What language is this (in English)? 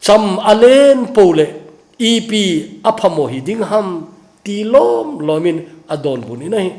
Thado Chin